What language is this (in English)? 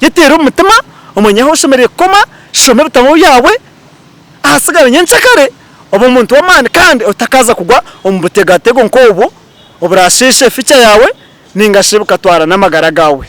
Nyankole